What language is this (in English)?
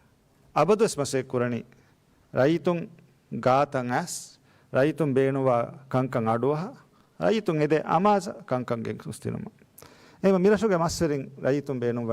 Divehi